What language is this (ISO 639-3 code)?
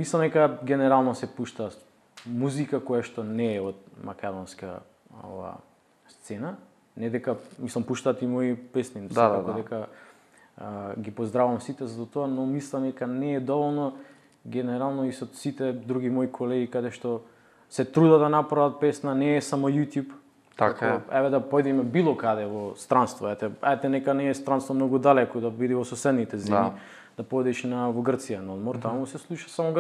mkd